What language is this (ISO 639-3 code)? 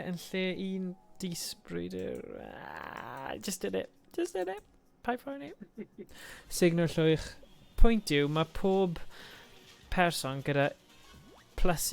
cym